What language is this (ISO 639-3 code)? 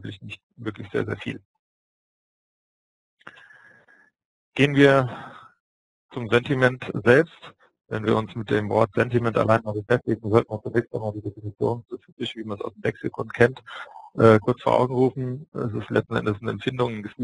deu